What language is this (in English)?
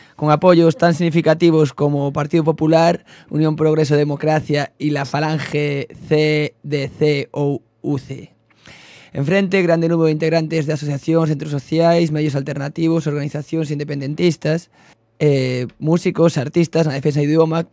Galician